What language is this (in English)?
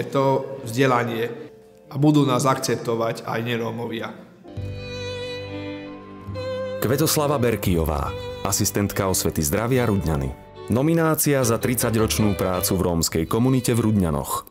Slovak